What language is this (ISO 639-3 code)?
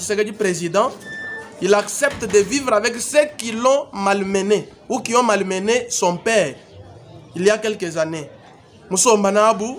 lua